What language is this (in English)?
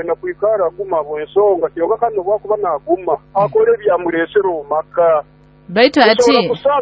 Nyoro